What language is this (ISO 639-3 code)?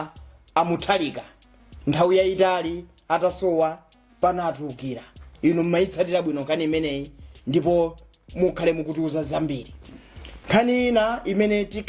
nya